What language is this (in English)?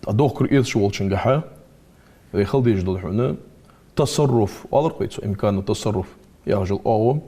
Ingush